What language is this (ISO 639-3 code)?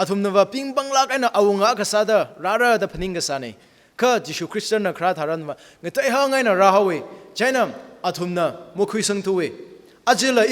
nmf